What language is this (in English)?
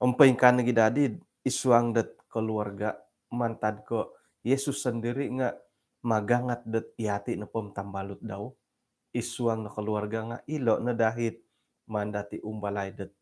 Central Dusun